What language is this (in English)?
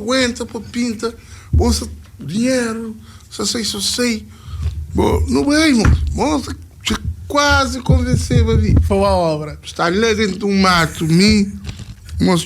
Kabuverdianu